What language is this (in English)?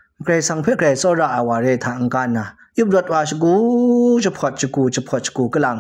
Kachin